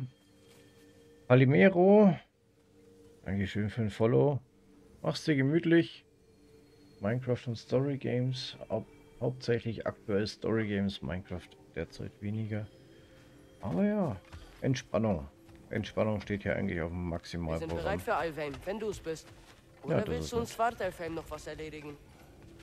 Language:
German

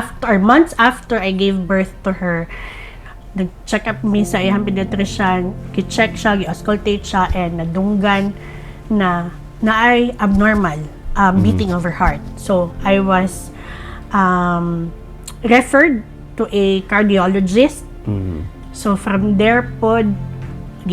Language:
Cebuano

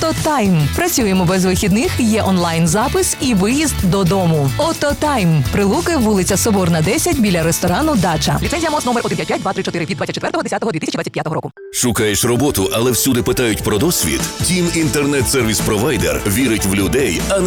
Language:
Ukrainian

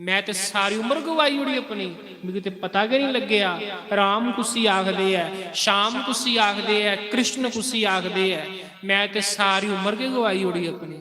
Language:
Dogri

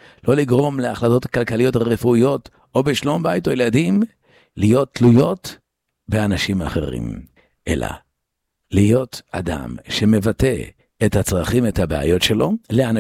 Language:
Hebrew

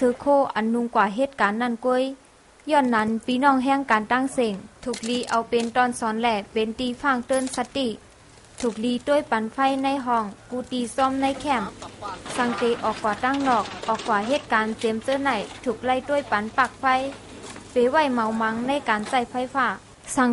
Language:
Shan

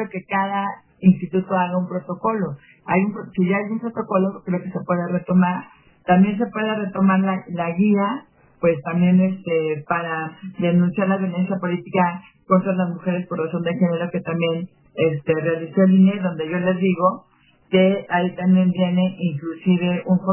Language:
Spanish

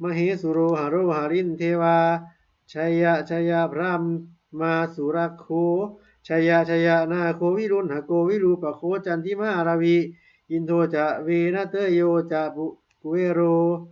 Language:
Pali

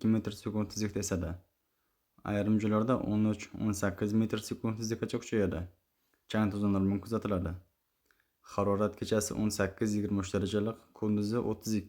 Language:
Uzbek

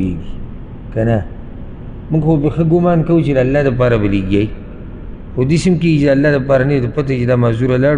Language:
Pashto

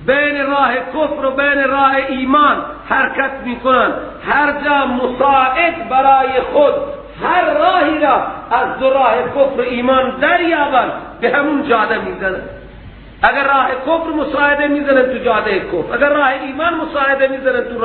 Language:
Persian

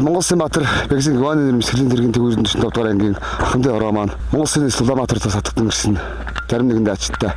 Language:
Mongolian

